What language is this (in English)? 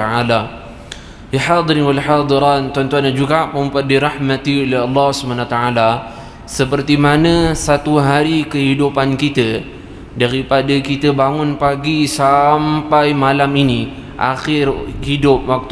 Malay